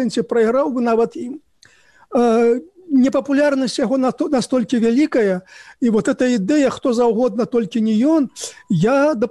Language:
Belarusian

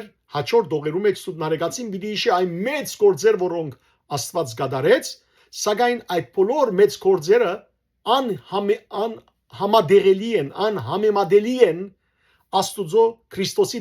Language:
Western Armenian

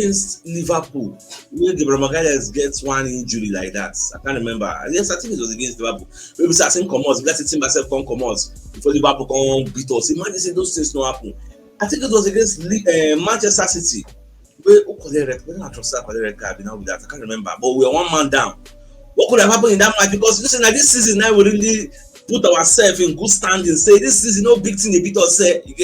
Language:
Nigerian Pidgin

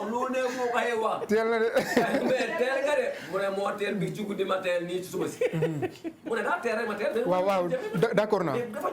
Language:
Wolof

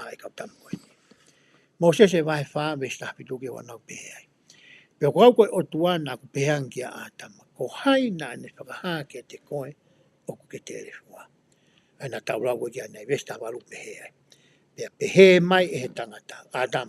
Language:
Tongan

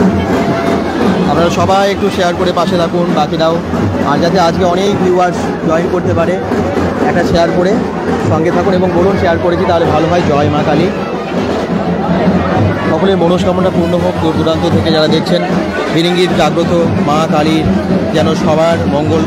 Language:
Bangla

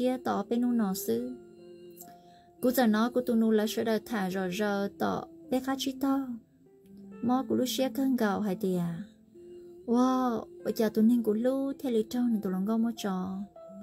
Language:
Vietnamese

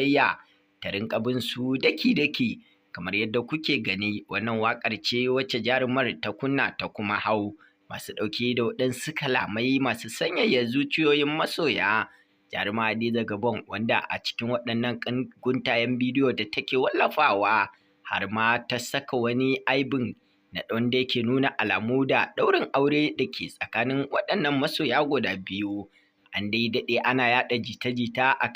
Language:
Hausa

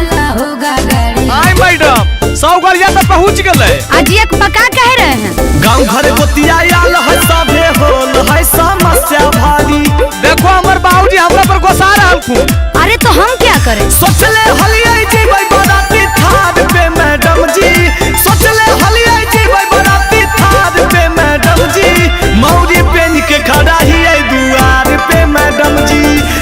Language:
Magahi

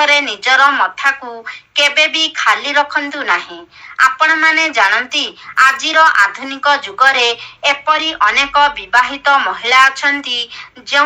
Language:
Odia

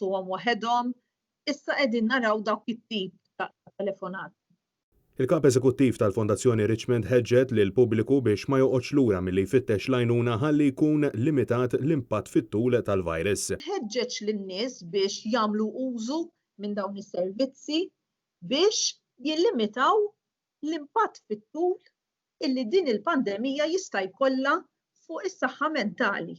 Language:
Maltese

